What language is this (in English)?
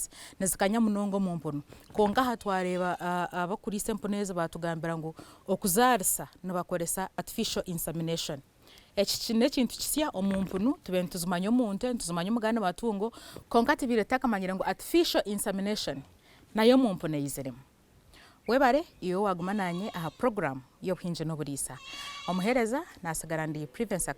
Nyankole